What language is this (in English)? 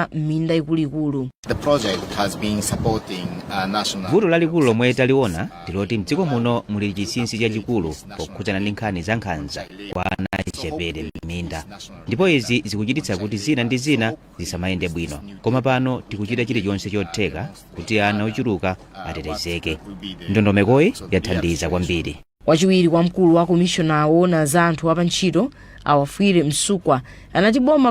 Nyanja